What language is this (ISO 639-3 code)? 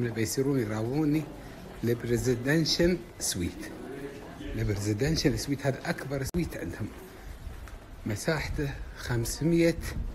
afb